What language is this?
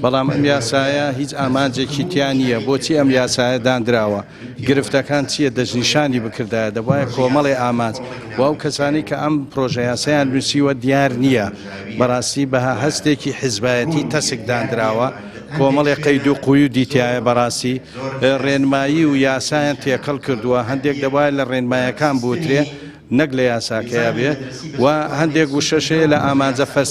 Central Kurdish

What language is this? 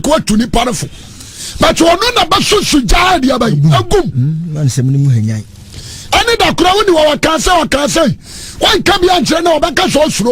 Akan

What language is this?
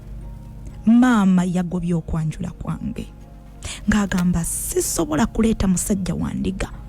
Ganda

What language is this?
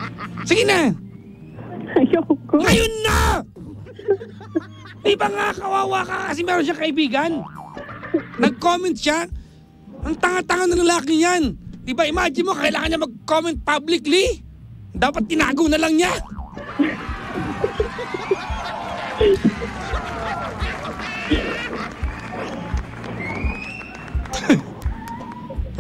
Filipino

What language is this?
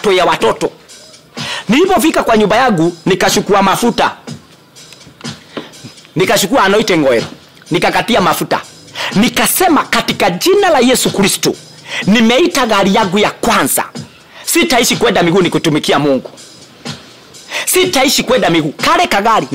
Swahili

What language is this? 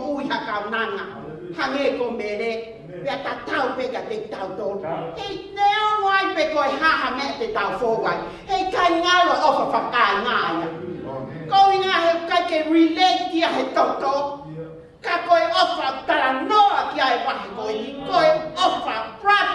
Tongan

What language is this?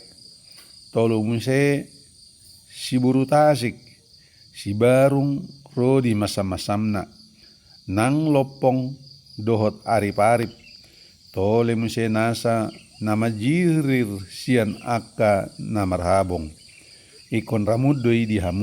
Batak Toba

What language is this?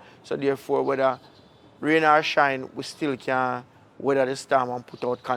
Jamaican Creole English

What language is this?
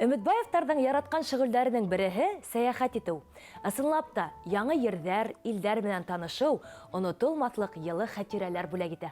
Bashkir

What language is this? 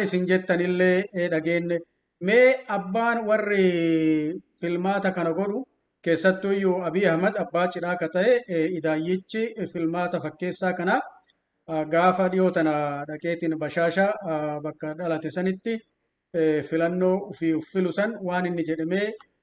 Oromo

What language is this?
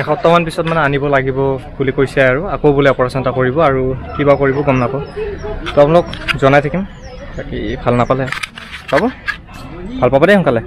Assamese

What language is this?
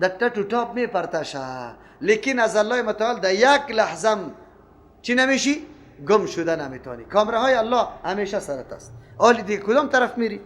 Persian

